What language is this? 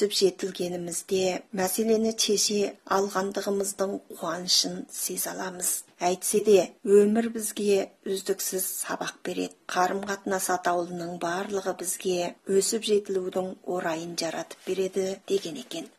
Kazakh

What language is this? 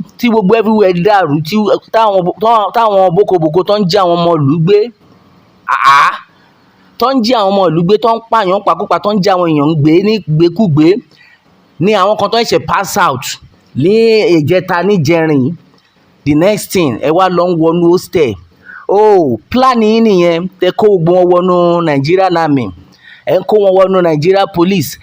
Yoruba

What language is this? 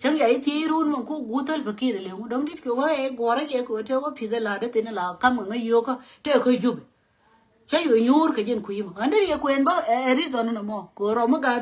Nuer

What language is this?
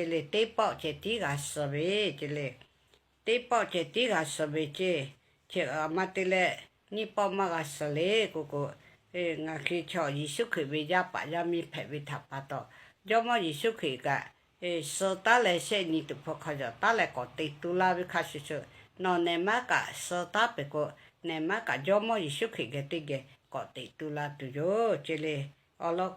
Lahu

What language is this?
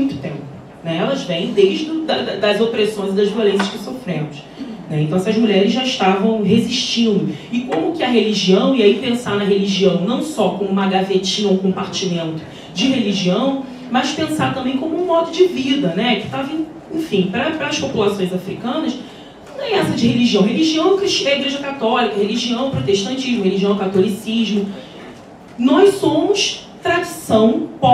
Portuguese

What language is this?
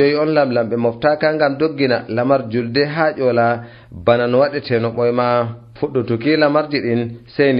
Nigerian Fulfulde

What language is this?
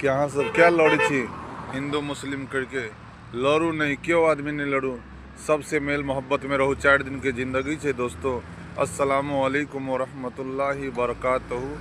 Maithili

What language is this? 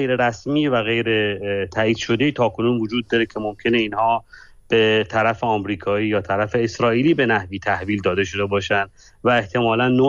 Persian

